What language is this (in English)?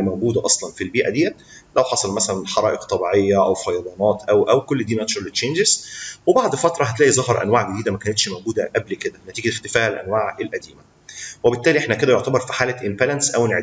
Egyptian Arabic